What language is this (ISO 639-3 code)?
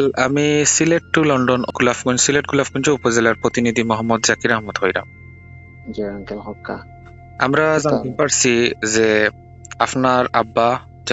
syl